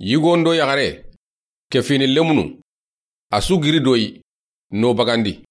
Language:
Soninke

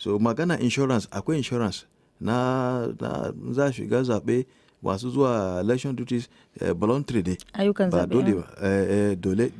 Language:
Hausa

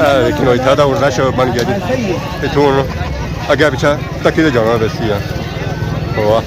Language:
Pahari-Potwari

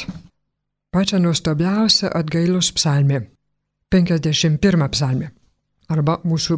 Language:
Lithuanian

